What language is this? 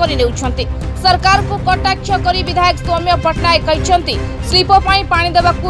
Odia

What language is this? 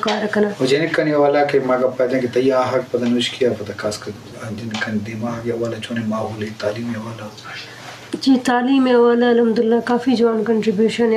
Eastern Balochi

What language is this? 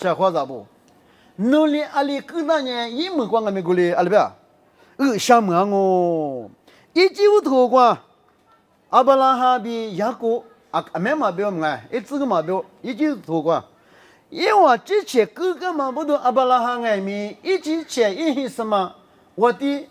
Lisu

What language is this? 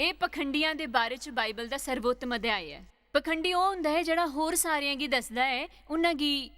Dogri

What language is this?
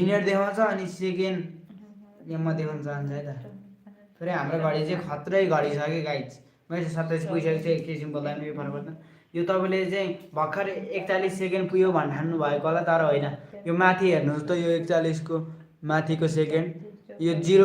Nepali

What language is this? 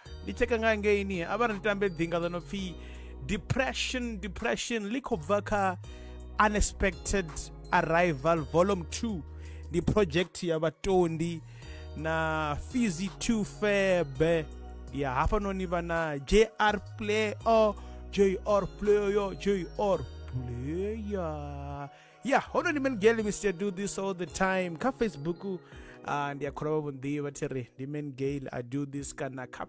Venda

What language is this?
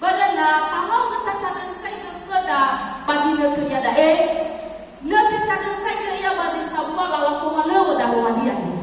Nias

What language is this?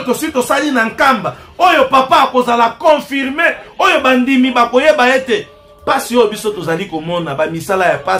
Lingala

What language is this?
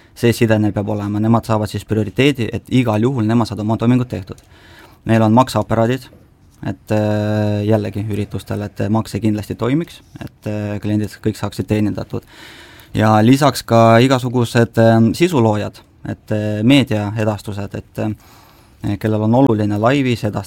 Estonian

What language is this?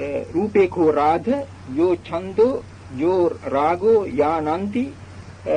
Sinhala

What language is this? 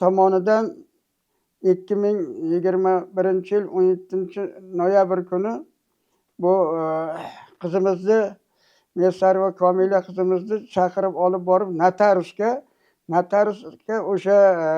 Uzbek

